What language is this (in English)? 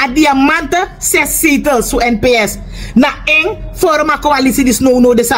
Sranan Tongo